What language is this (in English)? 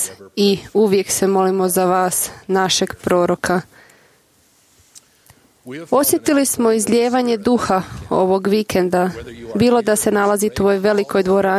Croatian